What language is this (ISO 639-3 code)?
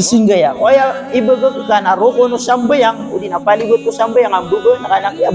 mrw